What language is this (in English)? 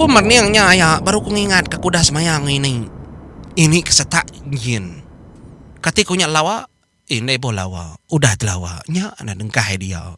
Iban